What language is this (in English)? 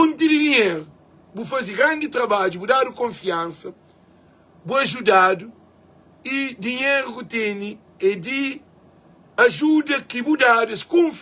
Kabuverdianu